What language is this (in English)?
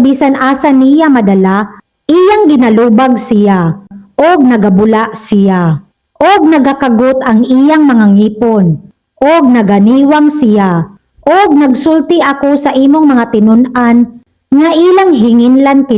Cebuano